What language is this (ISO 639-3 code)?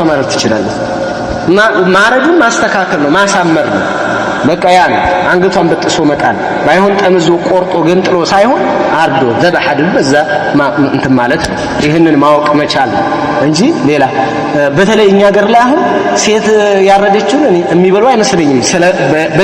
amh